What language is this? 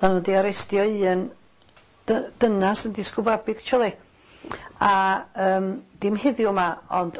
Welsh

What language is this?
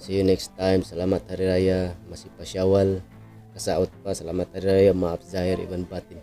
Tausug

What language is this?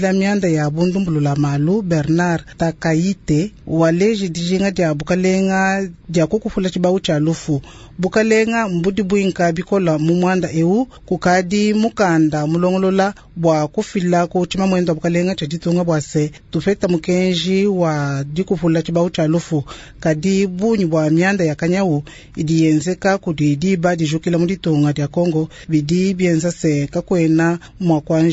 Luba-Lulua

